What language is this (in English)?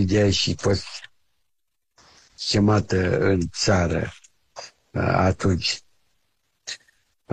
Romanian